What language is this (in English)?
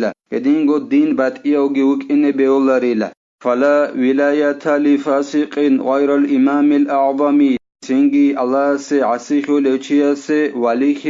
Avaric